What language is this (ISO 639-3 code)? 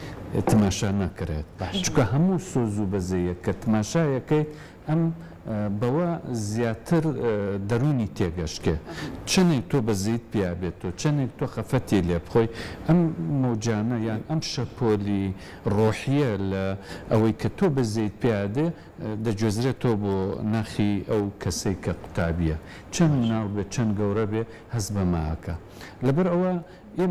ckb